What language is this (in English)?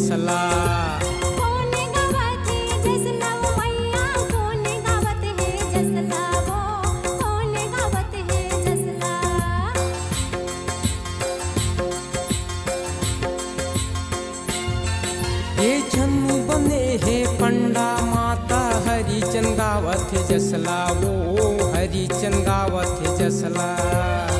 Chhattisgarhi